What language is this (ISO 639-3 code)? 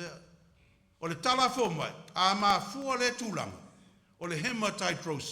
smo